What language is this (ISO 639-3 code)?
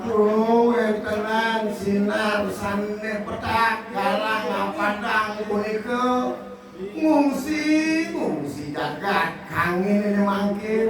ban